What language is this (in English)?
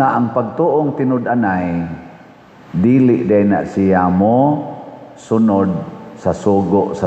Cebuano